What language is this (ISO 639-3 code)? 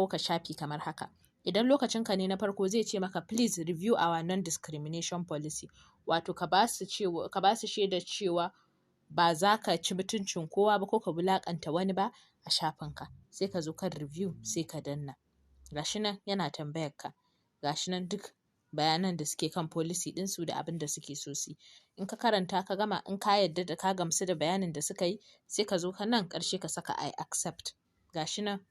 hau